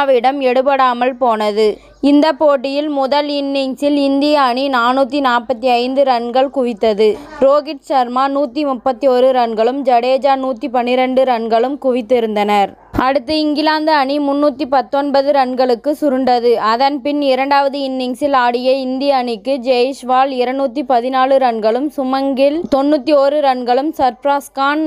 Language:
Tamil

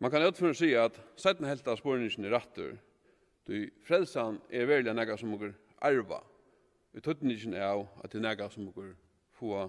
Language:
Faroese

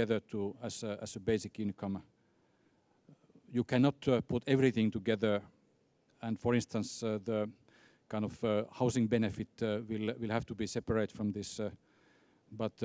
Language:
English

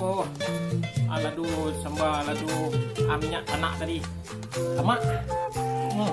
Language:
Minangkabau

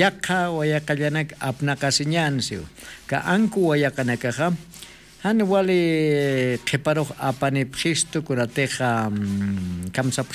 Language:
Aymara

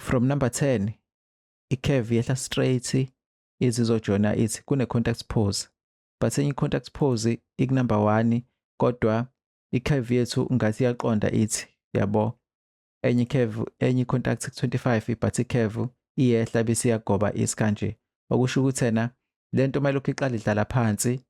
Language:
Zulu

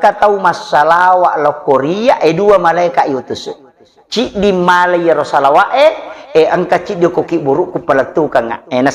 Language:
Buginese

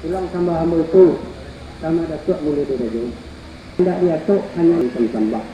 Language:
Minangkabau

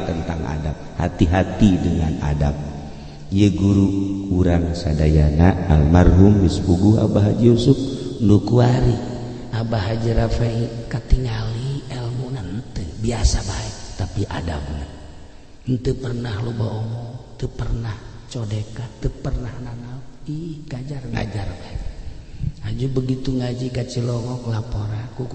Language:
Sundanese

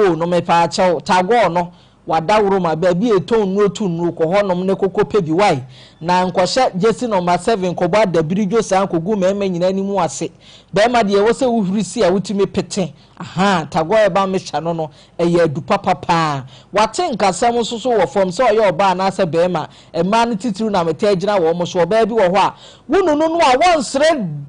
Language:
Akan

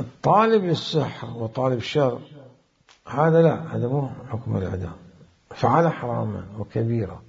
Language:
Mesopotamian Arabic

